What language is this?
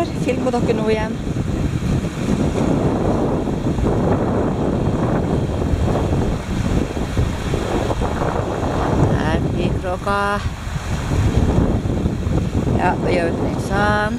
Norwegian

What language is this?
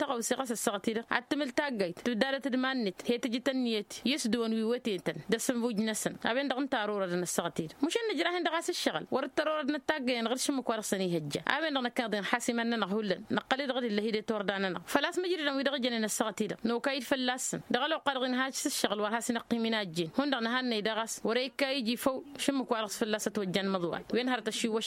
Tamasheq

